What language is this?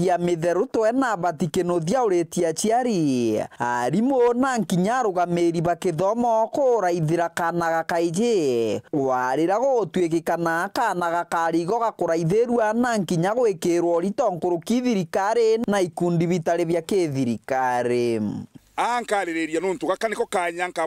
Meru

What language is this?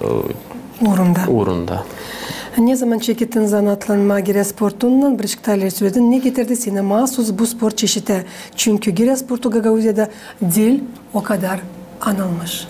Gagauz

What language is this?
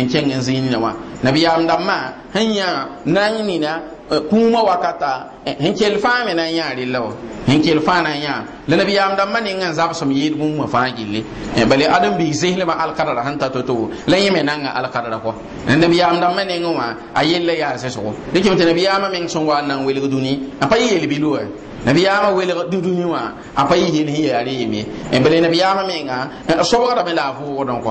Mossi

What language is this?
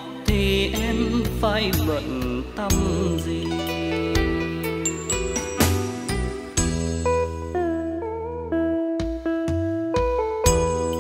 Vietnamese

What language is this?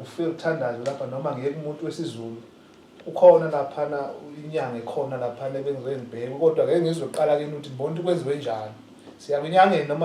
Zulu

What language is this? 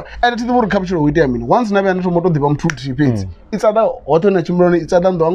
Venda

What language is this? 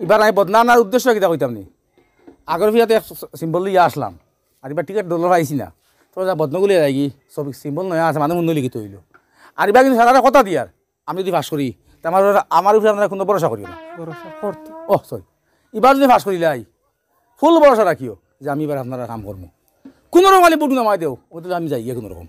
Sylheti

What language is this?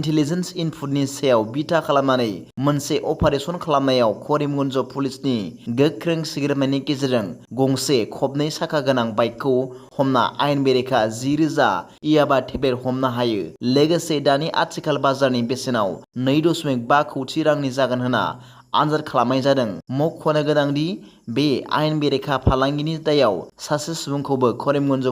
Bodo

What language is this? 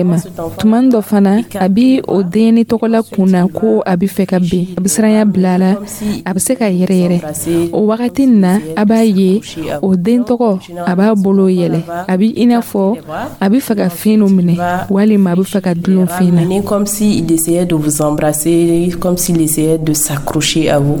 Dyula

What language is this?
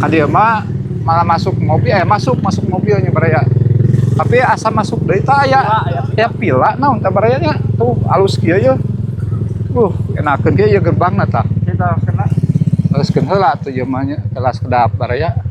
Sundanese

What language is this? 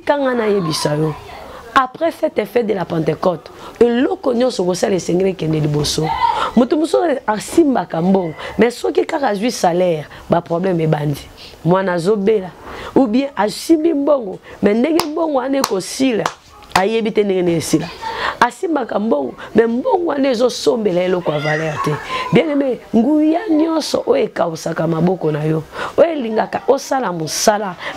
Lingala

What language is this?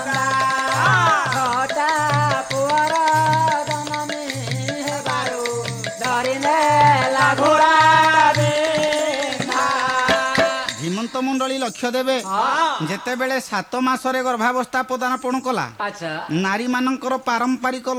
Odia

